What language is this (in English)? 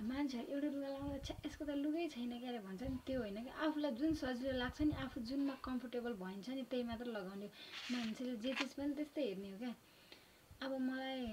Nepali